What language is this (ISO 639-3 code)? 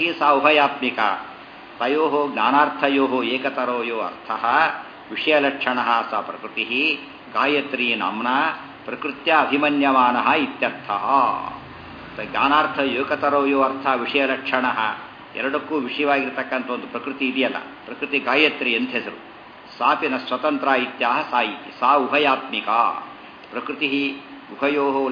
kan